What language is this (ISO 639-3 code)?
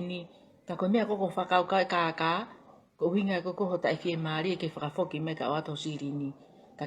ton